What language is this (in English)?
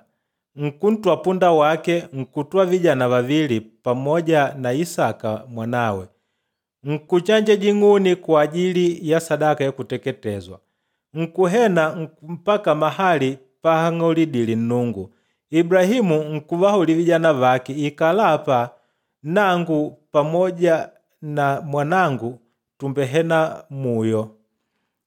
Makonde